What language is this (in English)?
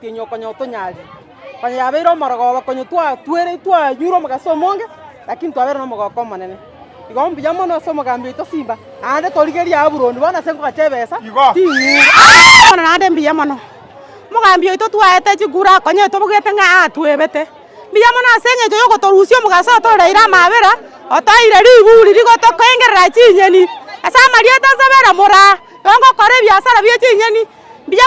Gusii